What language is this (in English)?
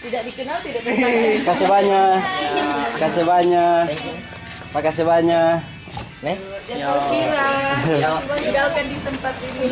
Manado Malay